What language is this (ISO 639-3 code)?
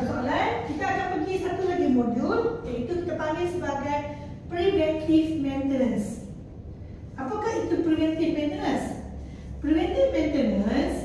msa